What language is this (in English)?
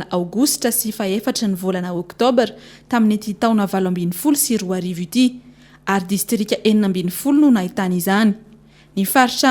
Malagasy